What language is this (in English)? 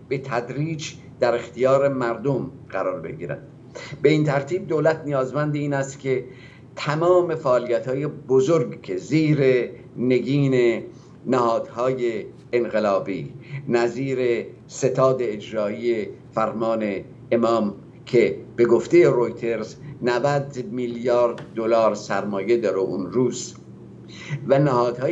Persian